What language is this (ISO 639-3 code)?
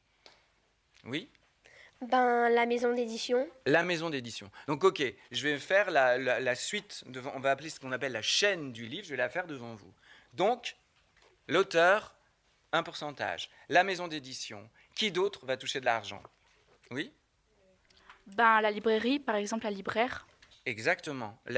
fra